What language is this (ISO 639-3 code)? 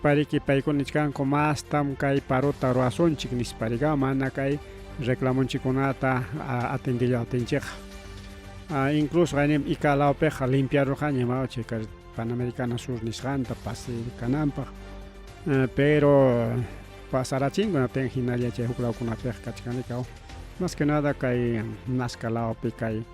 quy